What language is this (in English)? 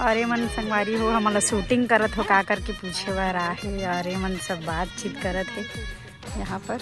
Chhattisgarhi